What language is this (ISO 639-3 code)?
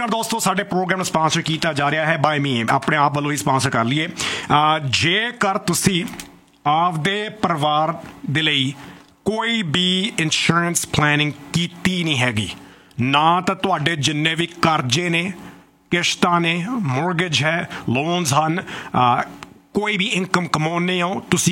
pan